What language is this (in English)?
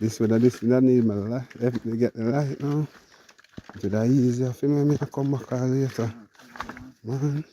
Jamaican Creole English